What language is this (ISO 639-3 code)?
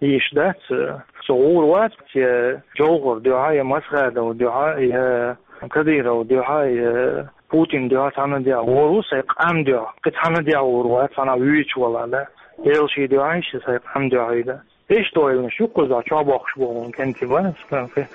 che